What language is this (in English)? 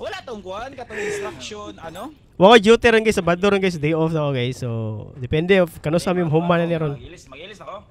Cebuano